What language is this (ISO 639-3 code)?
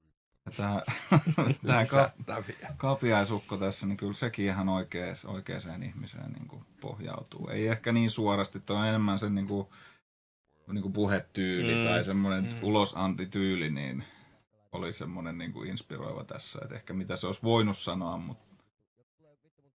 fin